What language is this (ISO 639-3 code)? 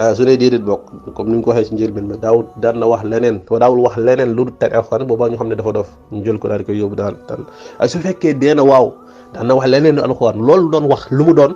wol